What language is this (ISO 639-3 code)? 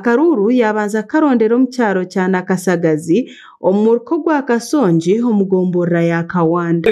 nyn